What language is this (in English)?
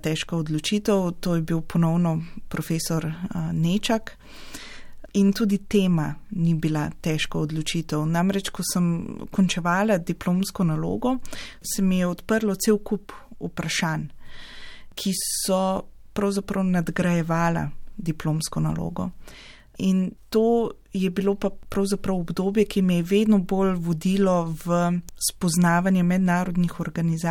Slovenian